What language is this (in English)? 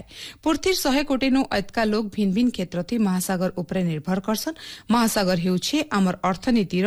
Odia